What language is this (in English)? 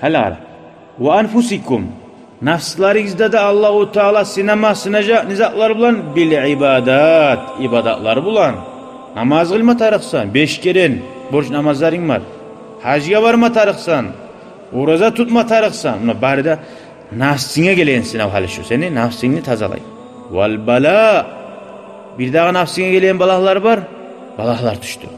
Kumyk